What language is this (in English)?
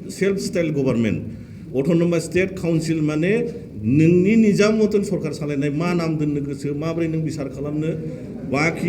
Bodo